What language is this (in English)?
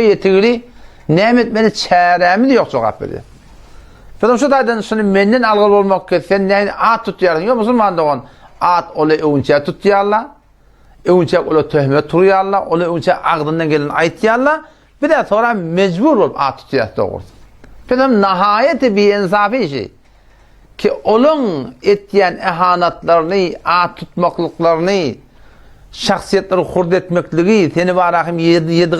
Turkmen